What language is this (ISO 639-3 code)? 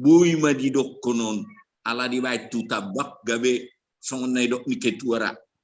bbc